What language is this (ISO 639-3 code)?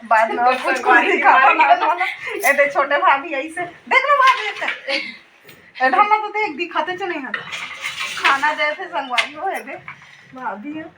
hne